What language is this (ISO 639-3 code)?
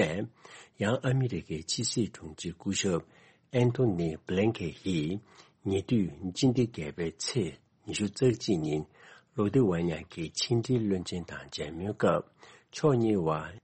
bod